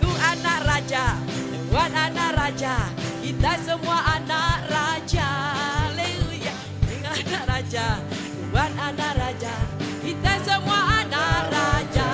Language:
Iban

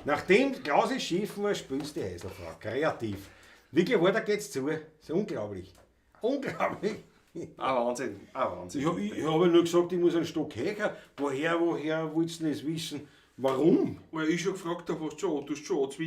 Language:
Bavarian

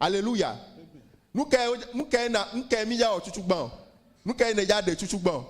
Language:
Ewe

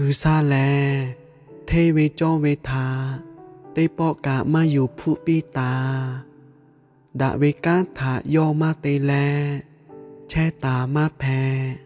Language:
Lahu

